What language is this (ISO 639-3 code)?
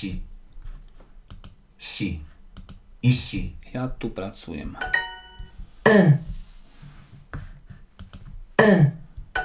slk